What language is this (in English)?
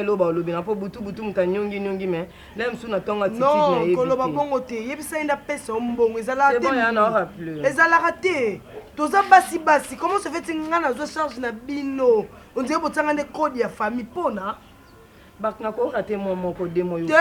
Lingala